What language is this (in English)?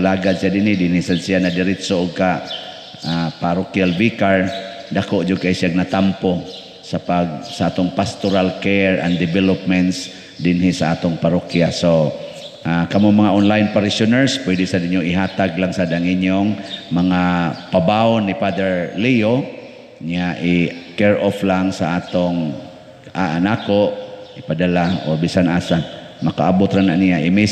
Cebuano